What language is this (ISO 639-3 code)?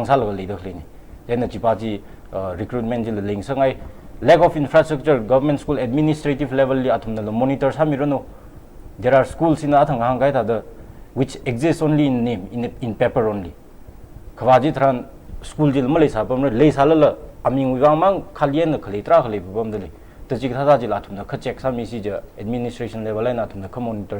nmf